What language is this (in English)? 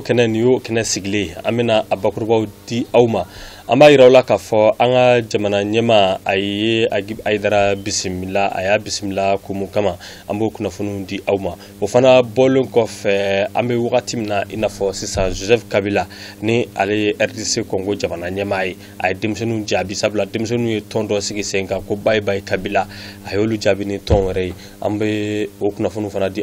Bambara